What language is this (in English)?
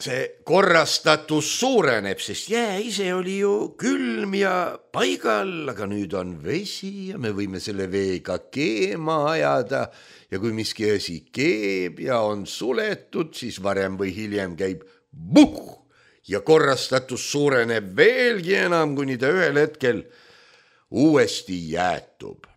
Estonian